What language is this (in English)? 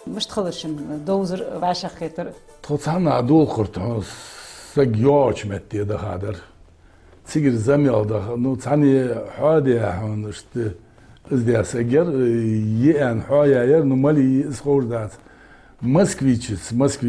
Ingush